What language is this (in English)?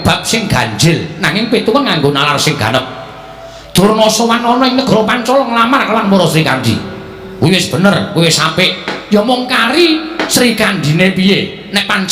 Javanese